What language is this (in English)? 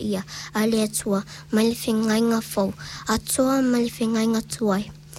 Samoan